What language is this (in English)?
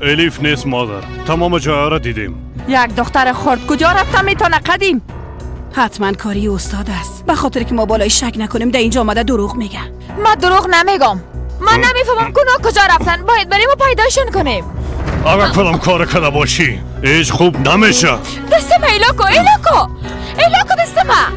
Persian